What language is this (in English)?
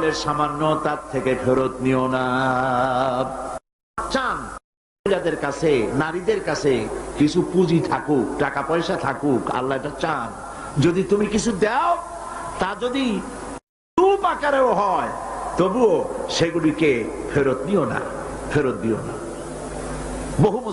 Bangla